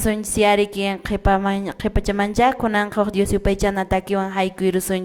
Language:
Quechua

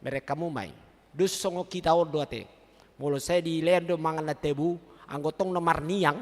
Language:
Batak Toba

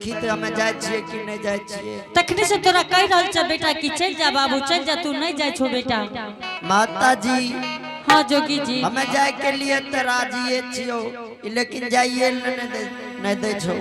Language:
Angika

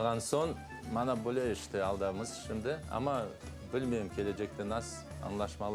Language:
Crimean Tatar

